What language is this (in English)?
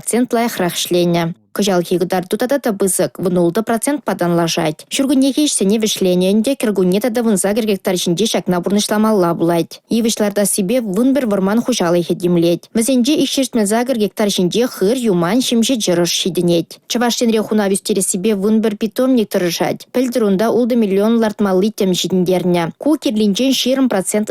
Chuvash